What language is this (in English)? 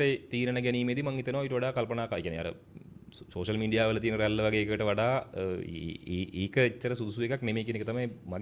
Sinhala